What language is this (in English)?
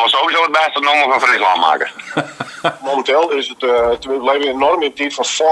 Western Frisian